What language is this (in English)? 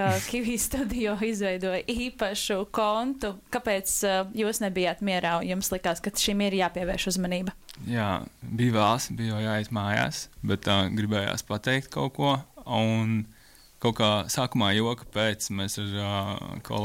Latvian